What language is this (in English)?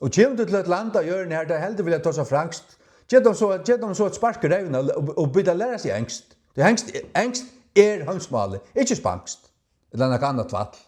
Faroese